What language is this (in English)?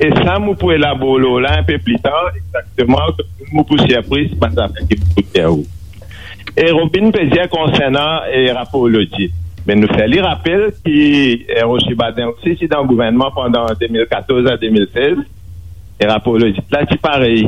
Morisyen